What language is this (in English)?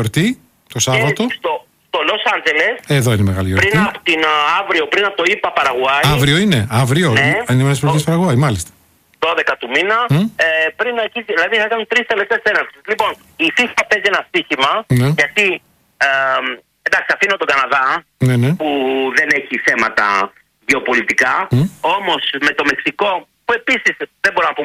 Greek